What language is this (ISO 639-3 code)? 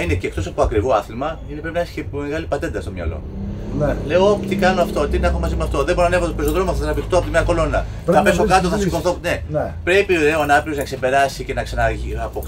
ell